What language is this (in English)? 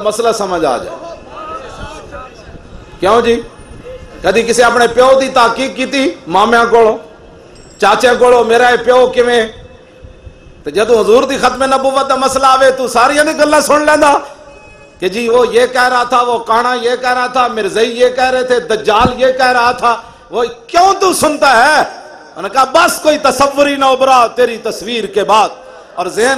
Western Panjabi